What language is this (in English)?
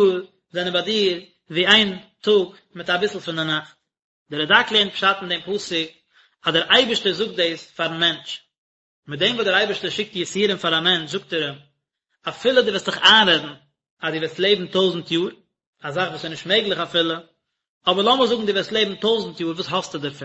Yiddish